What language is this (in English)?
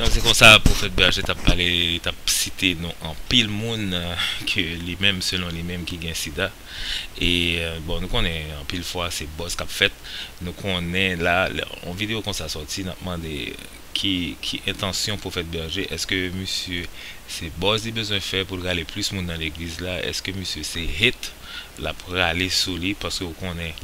Haitian Creole